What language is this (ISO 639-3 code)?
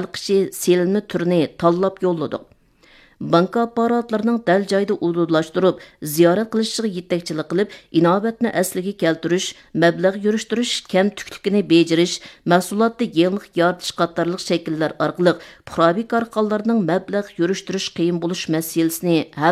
uig